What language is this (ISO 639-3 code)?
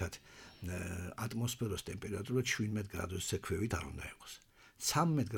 kat